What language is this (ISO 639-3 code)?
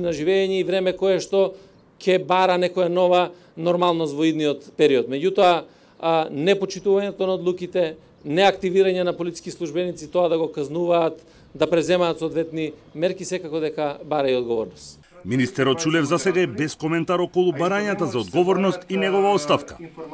mkd